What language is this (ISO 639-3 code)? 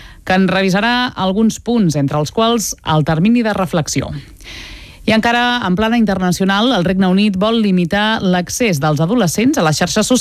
cat